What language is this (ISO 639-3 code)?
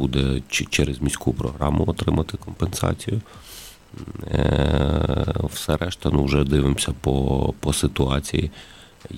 ukr